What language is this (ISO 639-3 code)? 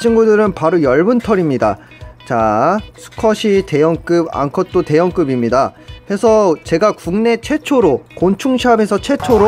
kor